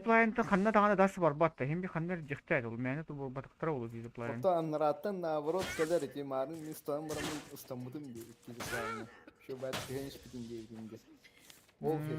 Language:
Yakut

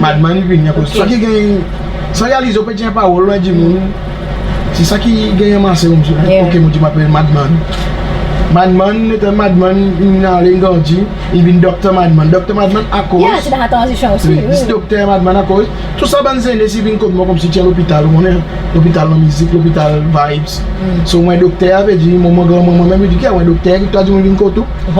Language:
Seselwa Creole French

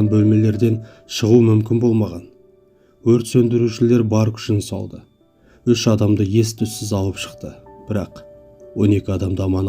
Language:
Kazakh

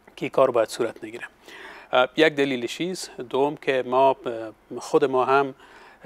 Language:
Pashto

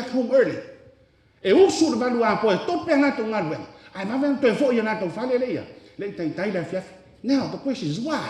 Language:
Samoan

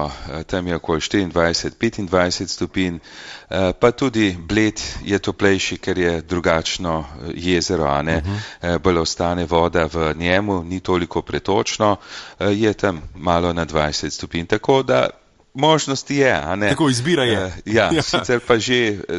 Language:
Slovenian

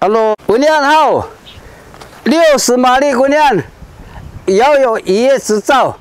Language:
Sakizaya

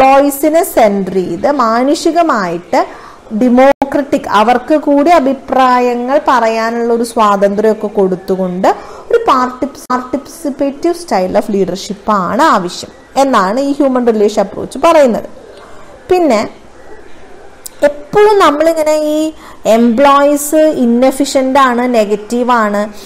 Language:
Malayalam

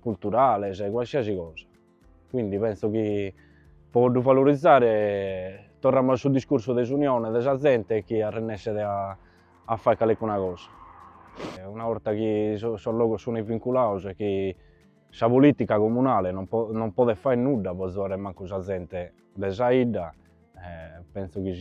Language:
Sardinian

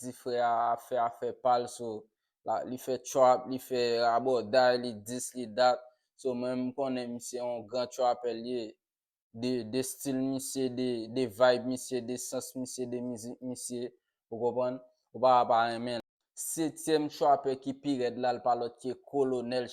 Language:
Haitian Creole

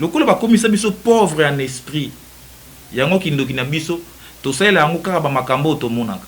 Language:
Lingala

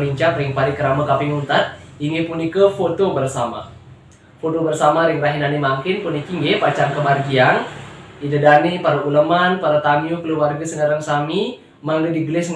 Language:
Balinese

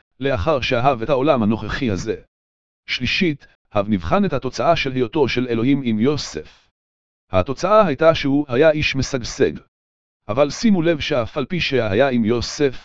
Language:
Hebrew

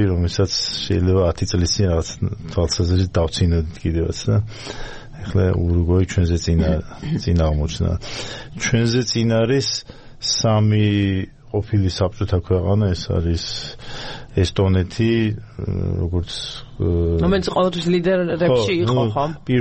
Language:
Georgian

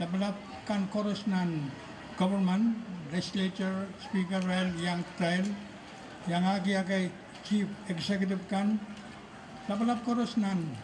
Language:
Pohnpeian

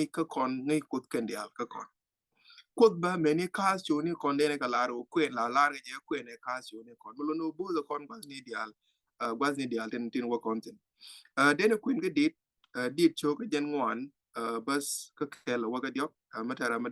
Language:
Nuer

